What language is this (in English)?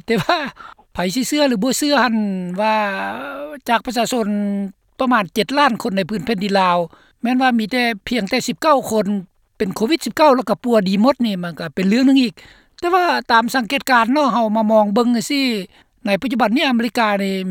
Lao